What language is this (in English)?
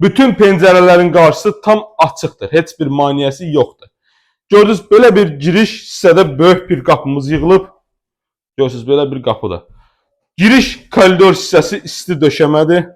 Azerbaijani